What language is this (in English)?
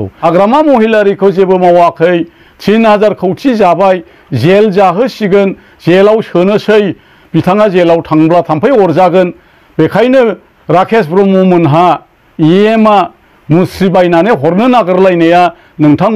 Bodo